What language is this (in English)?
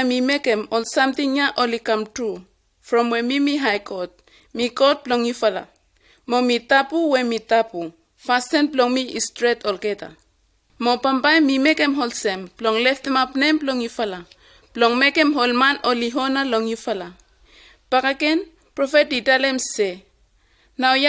Bislama